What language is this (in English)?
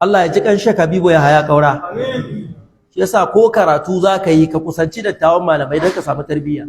Hausa